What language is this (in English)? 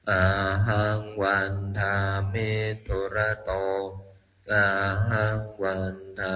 Pali